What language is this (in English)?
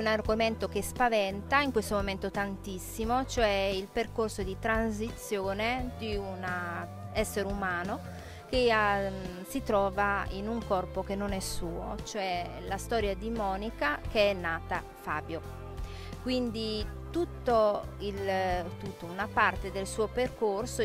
Italian